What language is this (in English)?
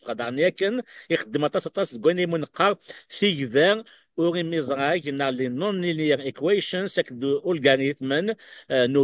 Kabyle